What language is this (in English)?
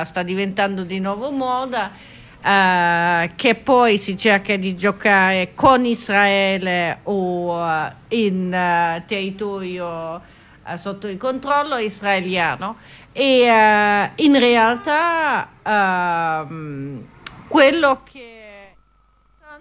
Italian